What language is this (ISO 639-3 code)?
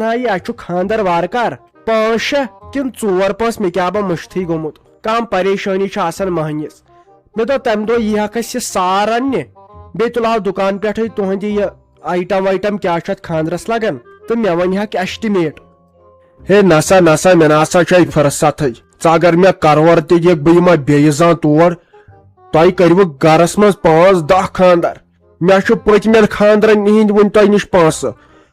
kas